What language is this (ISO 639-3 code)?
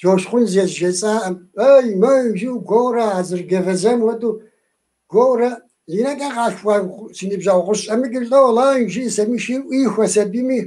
kbd